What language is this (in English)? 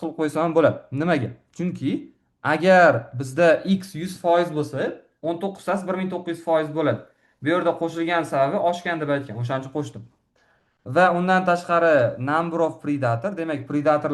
Uzbek